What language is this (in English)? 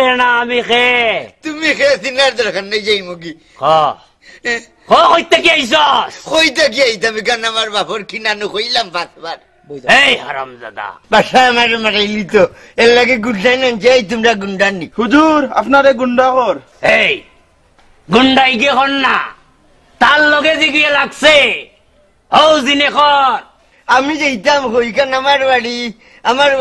Sylheti